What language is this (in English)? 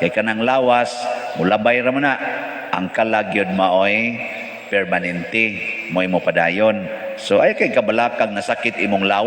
Cebuano